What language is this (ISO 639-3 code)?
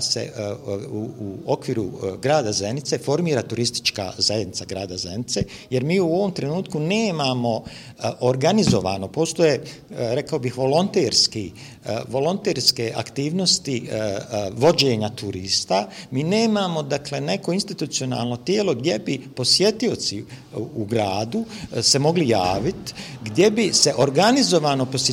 bos